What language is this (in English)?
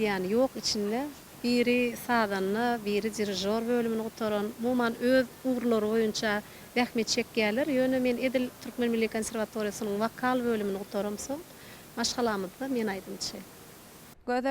Turkmen